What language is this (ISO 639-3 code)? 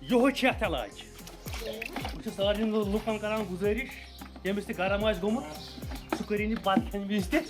kas